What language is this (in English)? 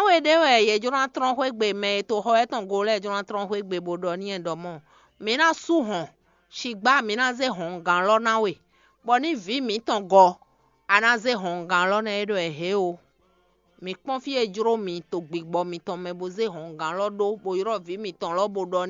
Fon